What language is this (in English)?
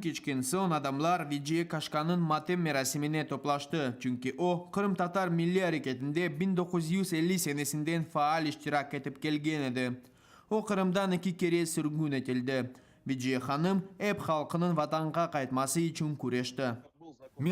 Crimean Tatar